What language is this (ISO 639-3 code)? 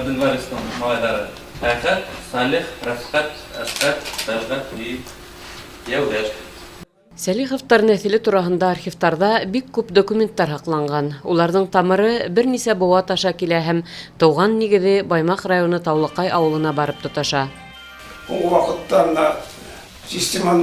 bak